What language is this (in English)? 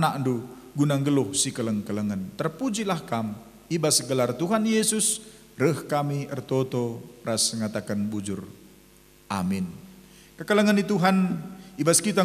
Batak Karo